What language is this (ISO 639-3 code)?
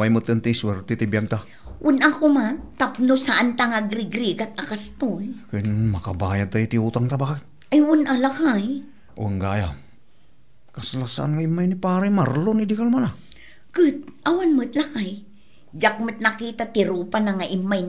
ilo